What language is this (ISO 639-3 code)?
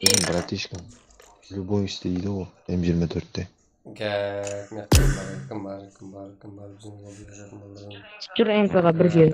kaa